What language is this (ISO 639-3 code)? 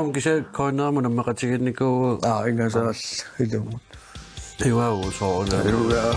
kal